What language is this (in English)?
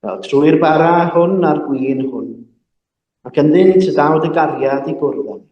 Welsh